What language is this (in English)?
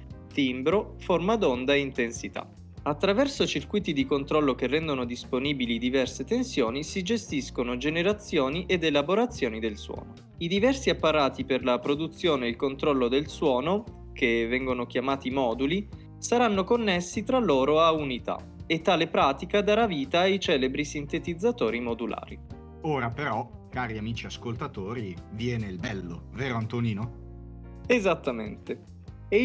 Italian